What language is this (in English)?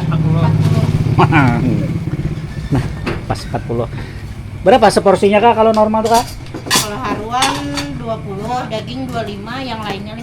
Banjar